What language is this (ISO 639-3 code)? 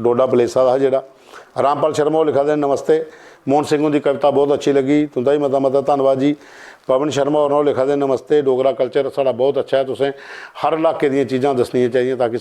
doi